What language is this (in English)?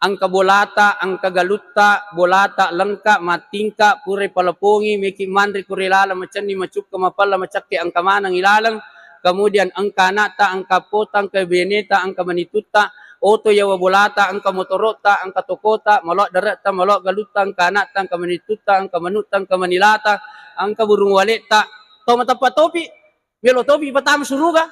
Buginese